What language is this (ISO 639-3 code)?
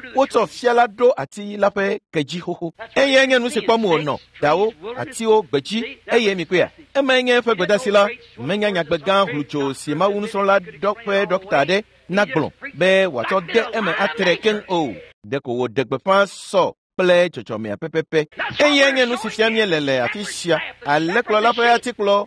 ewe